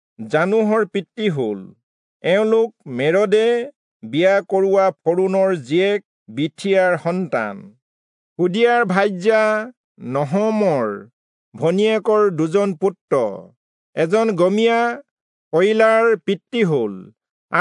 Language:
Assamese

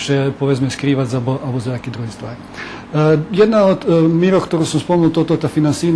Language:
Rusyn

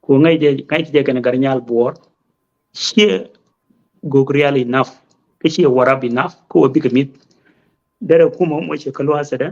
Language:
Nuer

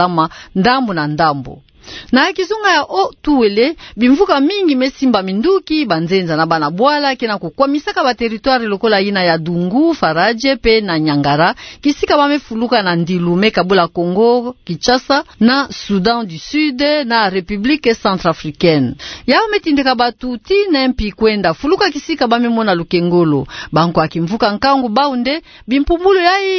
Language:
Kituba (Democratic Republic of Congo)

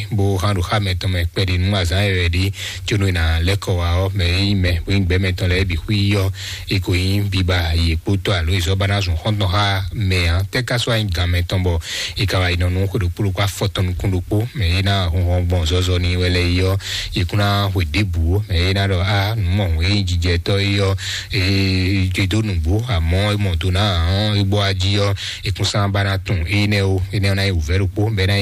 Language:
Fon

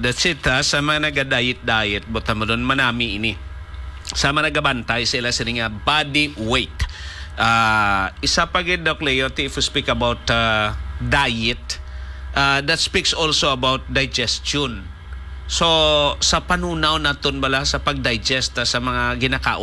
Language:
Hiligaynon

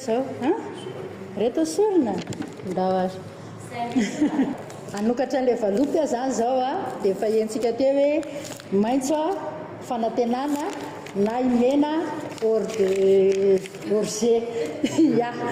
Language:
Malagasy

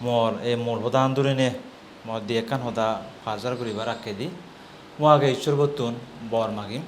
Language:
Chakma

